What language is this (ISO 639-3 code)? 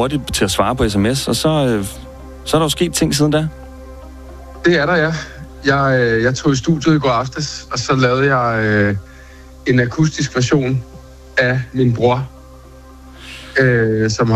dan